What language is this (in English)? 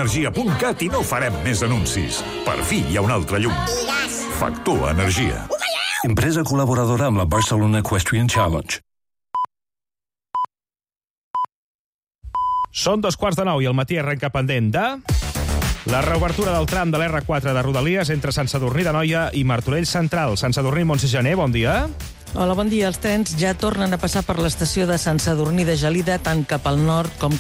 Catalan